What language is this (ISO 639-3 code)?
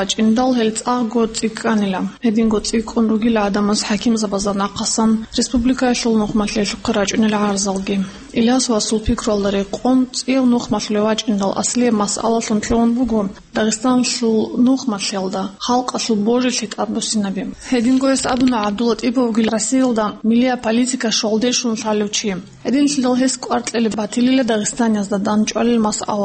ava